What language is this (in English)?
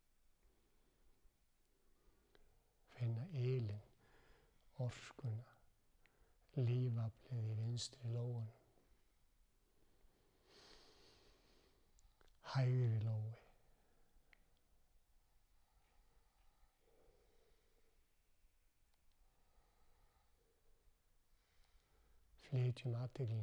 Icelandic